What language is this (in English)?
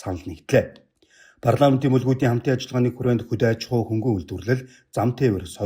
Mongolian